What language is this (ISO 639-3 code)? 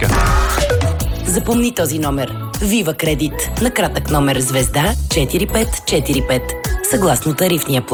bul